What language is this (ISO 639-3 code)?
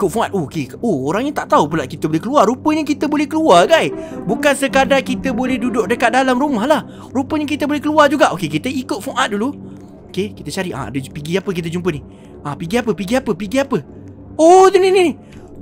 msa